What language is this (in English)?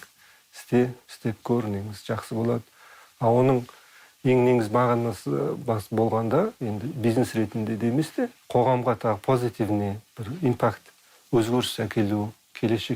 Kazakh